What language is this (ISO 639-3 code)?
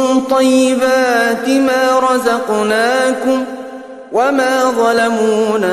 ara